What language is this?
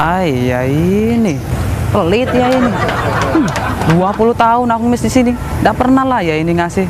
Musi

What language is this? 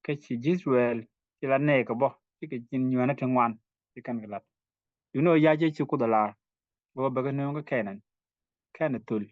Nuer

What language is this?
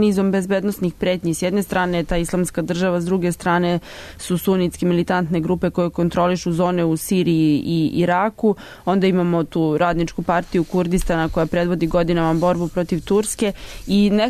Serbian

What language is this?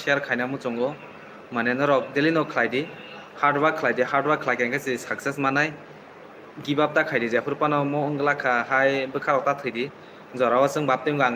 Kok Borok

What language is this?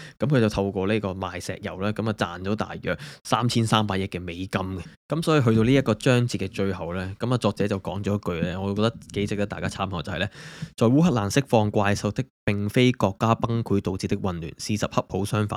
Cantonese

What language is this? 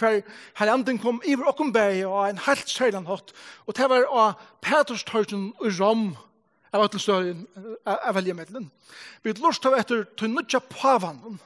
Faroese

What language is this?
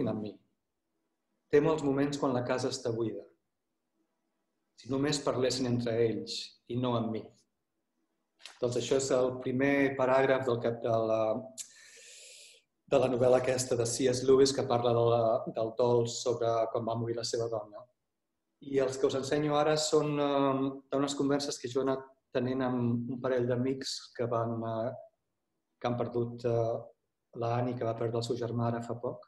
Catalan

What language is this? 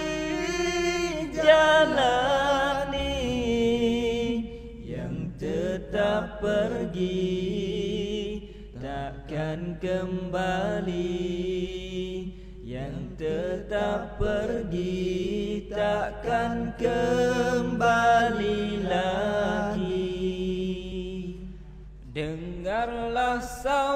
Malay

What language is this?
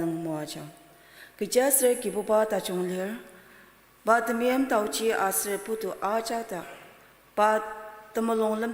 Ao Naga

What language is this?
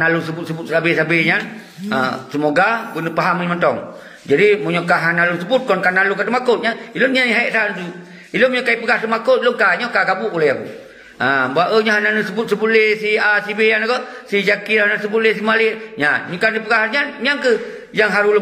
Achinese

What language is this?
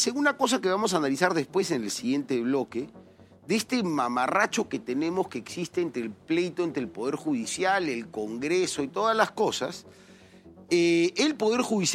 Spanish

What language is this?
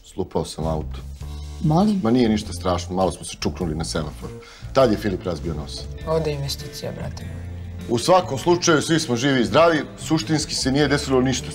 Serbian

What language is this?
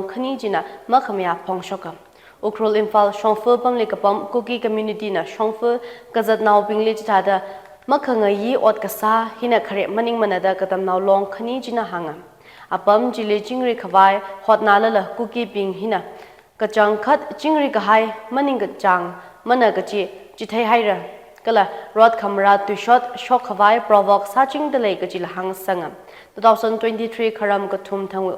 Tangkhul Naga (India)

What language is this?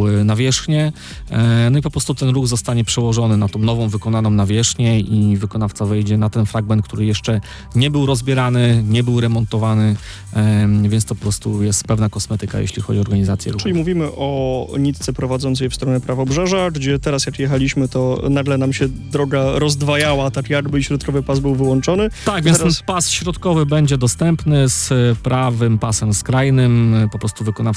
Polish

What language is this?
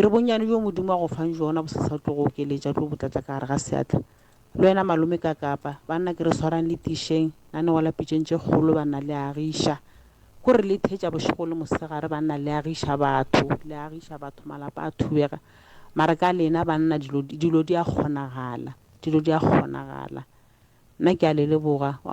Northern Sotho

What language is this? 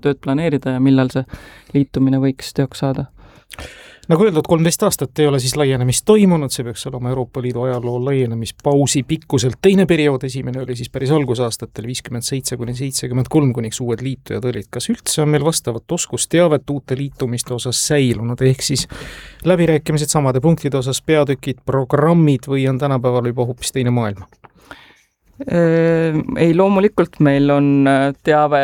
Estonian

